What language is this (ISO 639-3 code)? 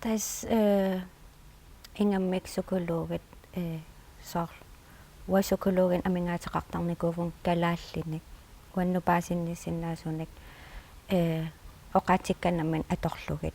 kal